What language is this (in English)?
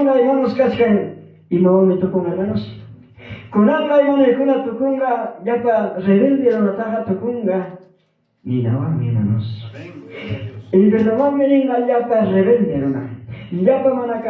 Ayacucho Quechua